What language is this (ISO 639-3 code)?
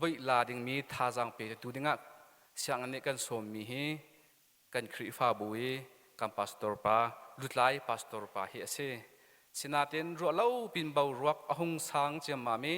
cnh